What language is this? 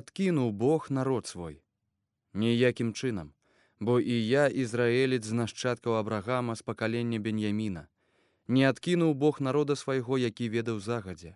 Belarusian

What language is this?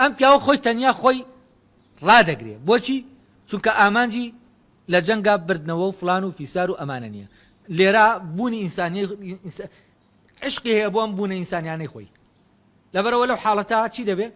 Central Kurdish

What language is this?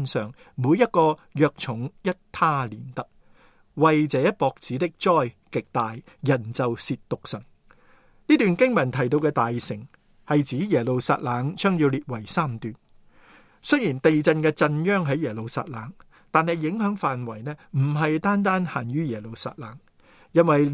Cantonese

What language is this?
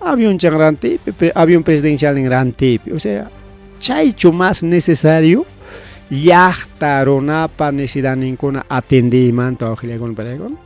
Ayacucho Quechua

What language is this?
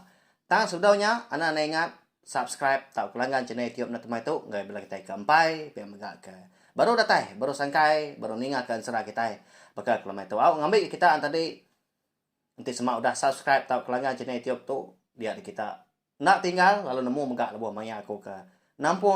Iban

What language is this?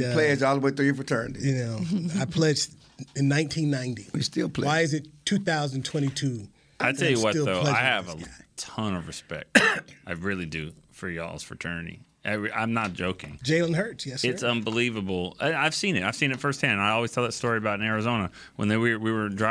English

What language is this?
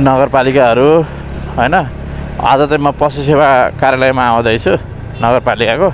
Nepali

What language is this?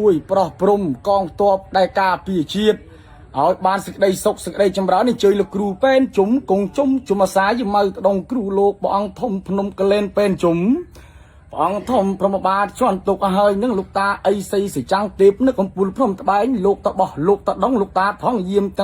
Khmer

